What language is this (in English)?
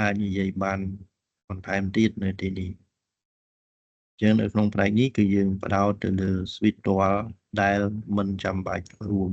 Khmer